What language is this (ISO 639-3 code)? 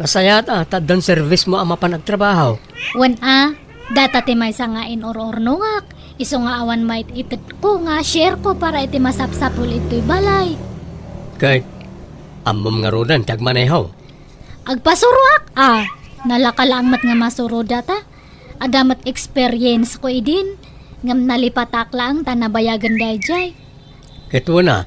ilo